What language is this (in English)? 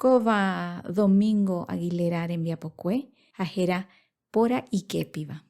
Guarani